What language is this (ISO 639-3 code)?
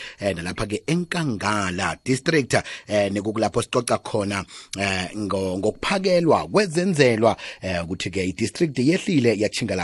nbl